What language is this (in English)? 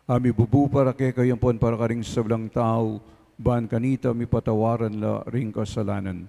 Pampanga